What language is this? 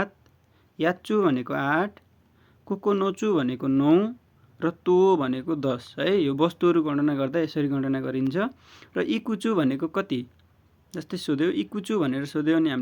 Nepali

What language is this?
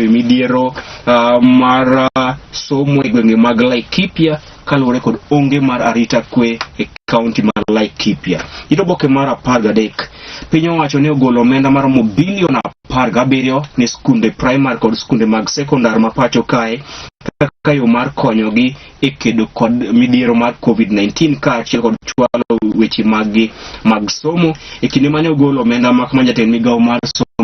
Luo (Kenya and Tanzania)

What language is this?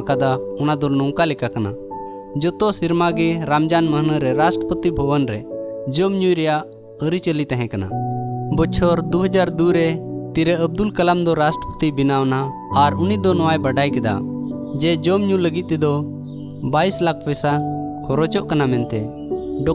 Santali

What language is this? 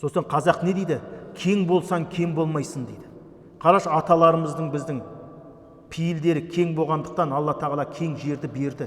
Kazakh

